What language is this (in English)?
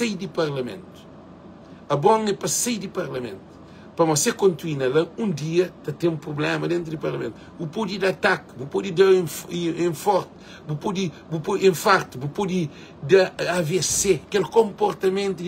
Kabuverdianu